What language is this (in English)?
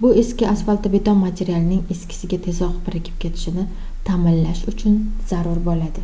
Uzbek